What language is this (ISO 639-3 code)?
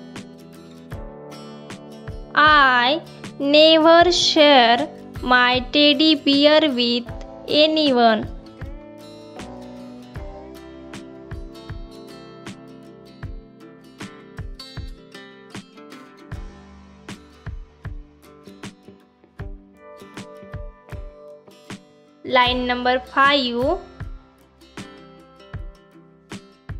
eng